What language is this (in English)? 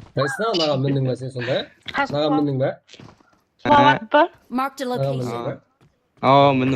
Kara-Kalpak